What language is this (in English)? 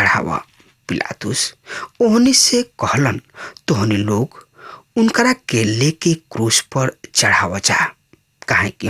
Bhojpuri